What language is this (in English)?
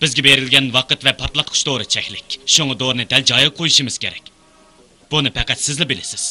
Uyghur